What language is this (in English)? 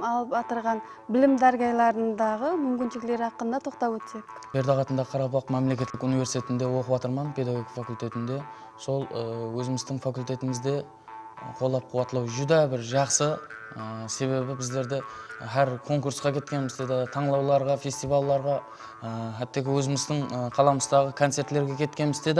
Kara-Kalpak